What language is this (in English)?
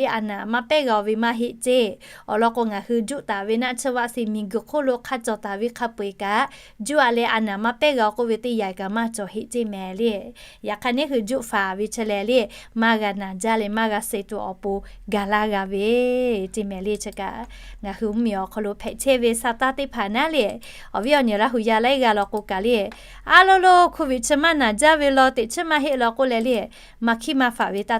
Lahu